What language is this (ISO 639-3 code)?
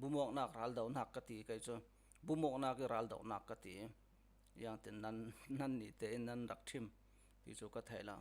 cfm